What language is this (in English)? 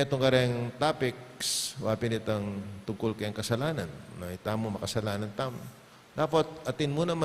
Pampanga